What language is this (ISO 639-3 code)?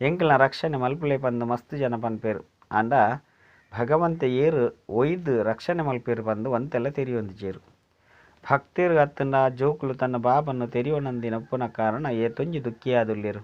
tcy